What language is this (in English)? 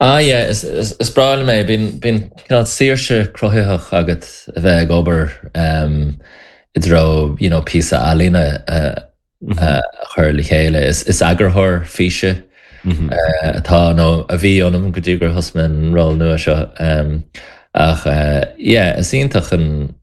Irish